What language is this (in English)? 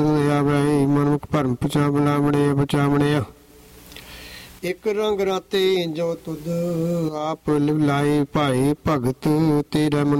Punjabi